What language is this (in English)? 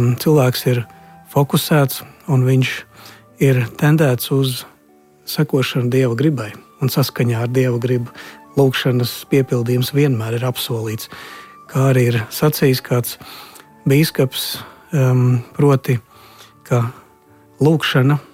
Latvian